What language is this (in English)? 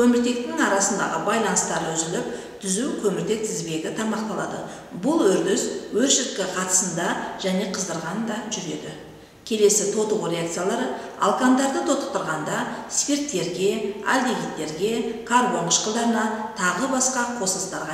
Kazakh